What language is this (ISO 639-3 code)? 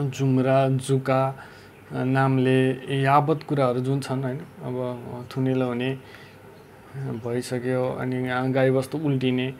nep